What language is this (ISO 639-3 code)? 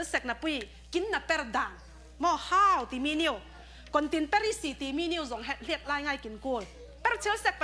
cfm